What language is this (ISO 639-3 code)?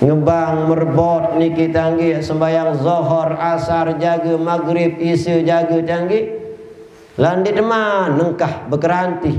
sas